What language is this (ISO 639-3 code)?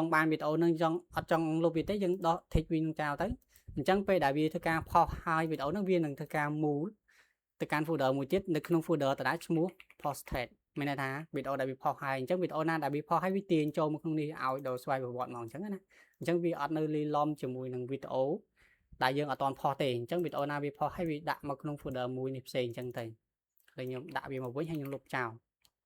khm